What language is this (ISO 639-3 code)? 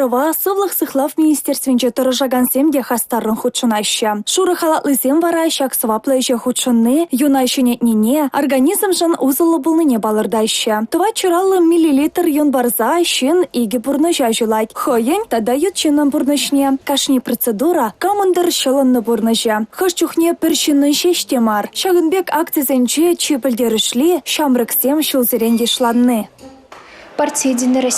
chv